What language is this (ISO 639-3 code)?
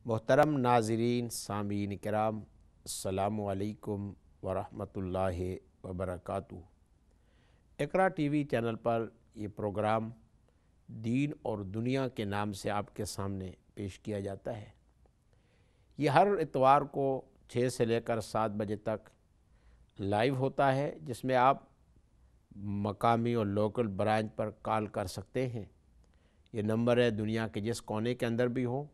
urd